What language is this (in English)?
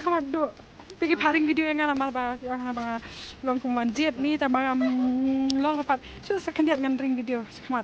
Khasi